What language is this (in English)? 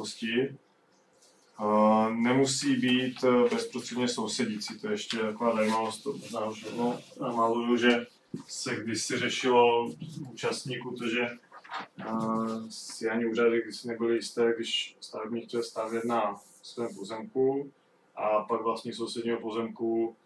Czech